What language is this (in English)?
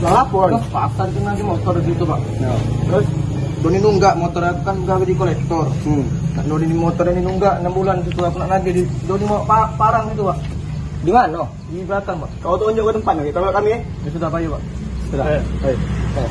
Musi